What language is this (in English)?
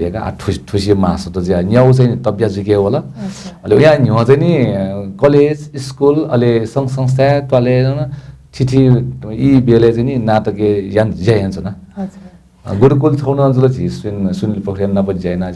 Newari